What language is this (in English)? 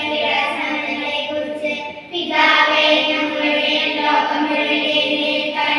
Malayalam